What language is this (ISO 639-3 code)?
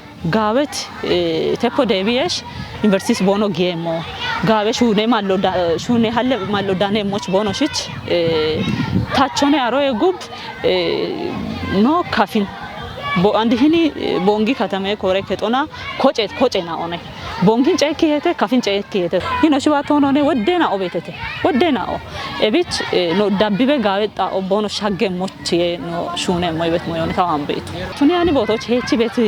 kbr